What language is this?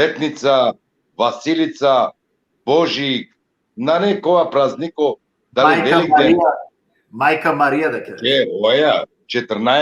Balkan Romani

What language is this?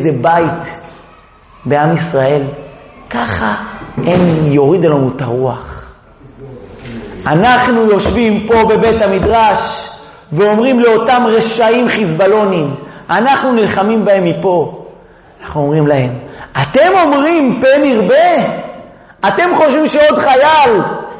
Hebrew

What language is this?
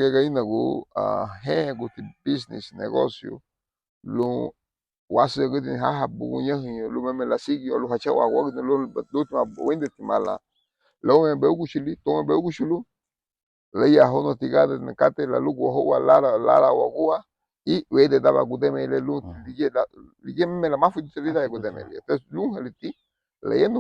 Garifuna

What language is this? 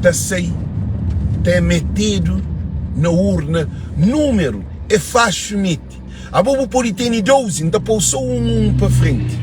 Kabuverdianu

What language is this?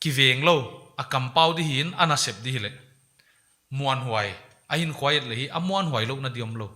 Paite Chin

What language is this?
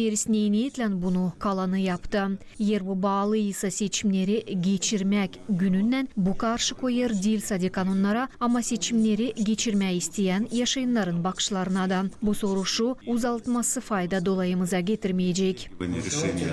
Gagauz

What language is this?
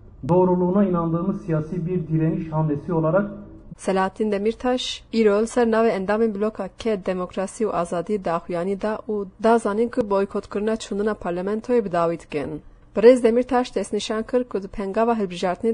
Kurdish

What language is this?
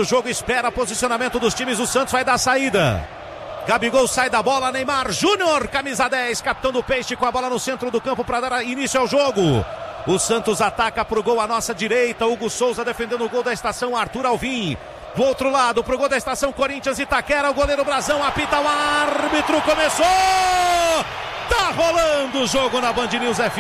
Portuguese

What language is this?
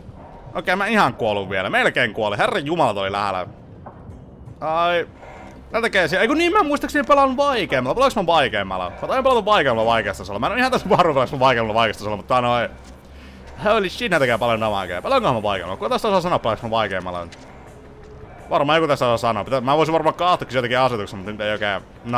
Finnish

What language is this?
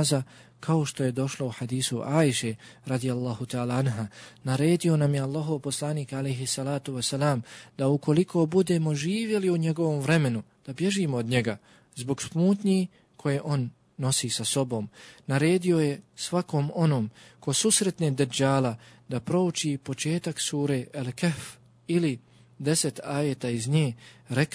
Bosnian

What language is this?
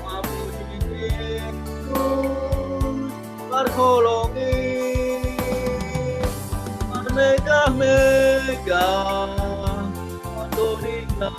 Batak Simalungun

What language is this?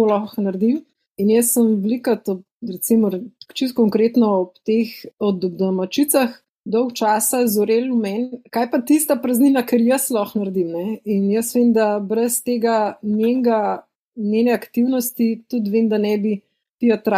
Slovenian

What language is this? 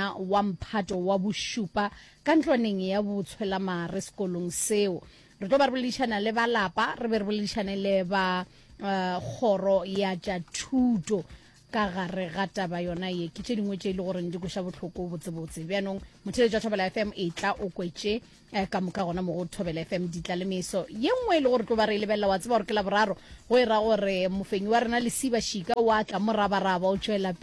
Northern Sotho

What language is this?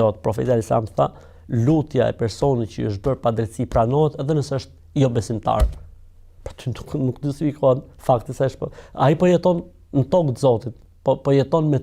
Albanian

